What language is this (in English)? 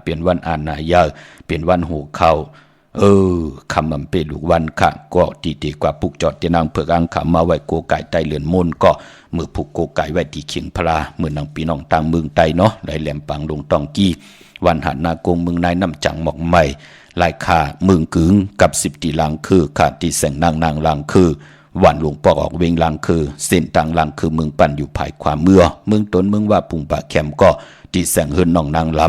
Shan